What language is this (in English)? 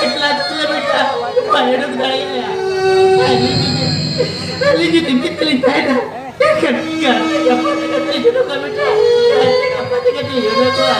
Santali